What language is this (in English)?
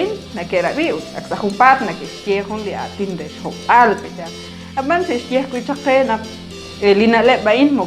Kekchí